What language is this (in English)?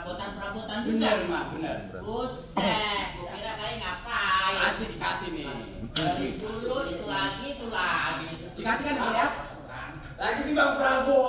Betawi